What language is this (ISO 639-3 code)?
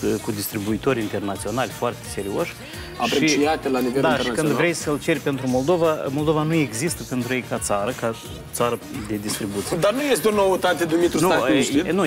ron